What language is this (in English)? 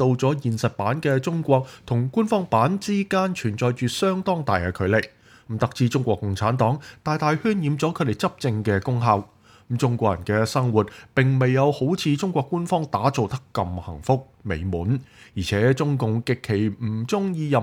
Cantonese